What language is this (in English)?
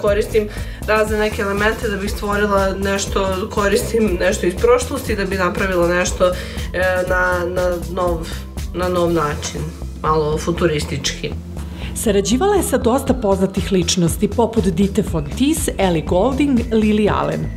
Serbian